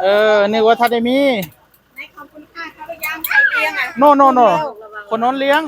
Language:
Northeastern Thai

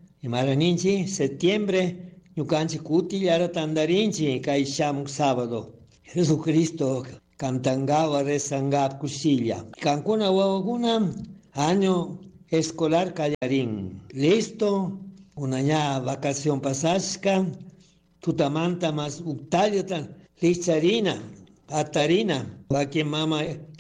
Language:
Chimborazo Highland Quichua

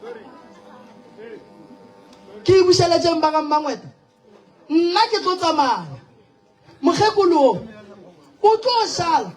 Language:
Northern Sotho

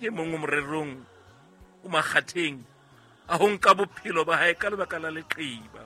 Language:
Southern Sotho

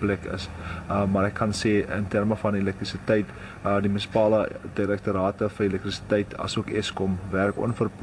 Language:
Afrikaans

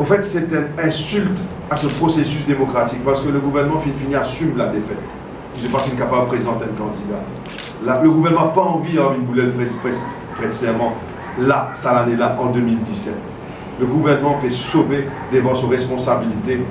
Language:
Morisyen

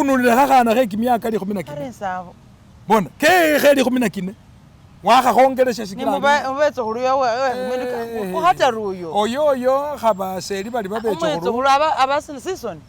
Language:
Masaaba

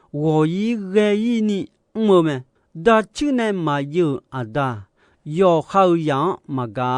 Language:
Akha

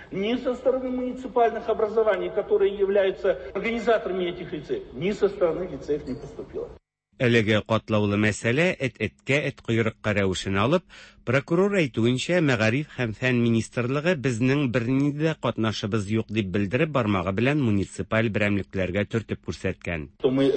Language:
Tatar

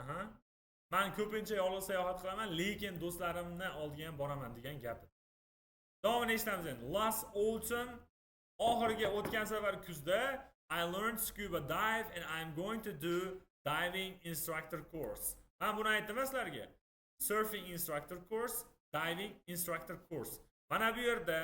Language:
Uzbek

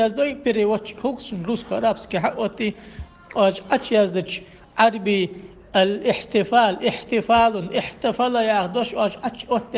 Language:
Ingush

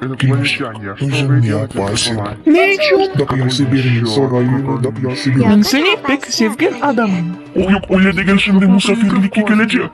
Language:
Crimean Tatar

